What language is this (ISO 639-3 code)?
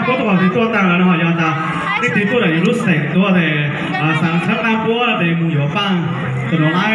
hmn